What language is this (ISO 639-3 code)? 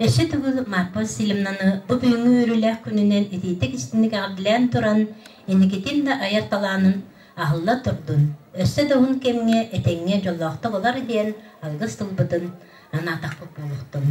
sah